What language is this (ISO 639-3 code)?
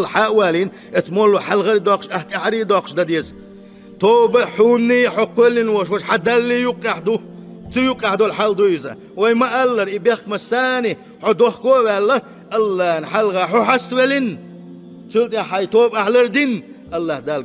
che